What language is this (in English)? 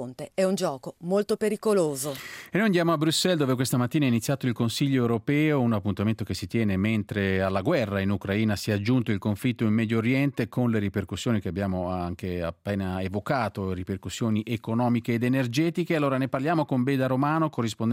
Italian